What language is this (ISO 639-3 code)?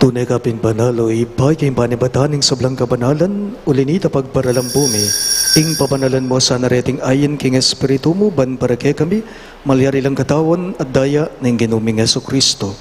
pam